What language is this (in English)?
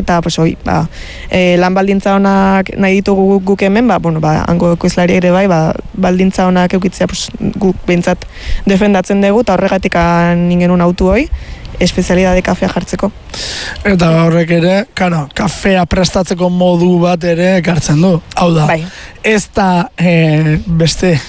Basque